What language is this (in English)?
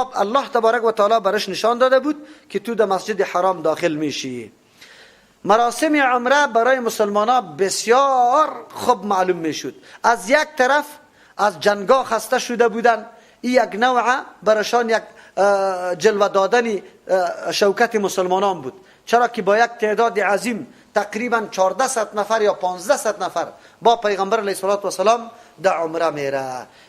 Persian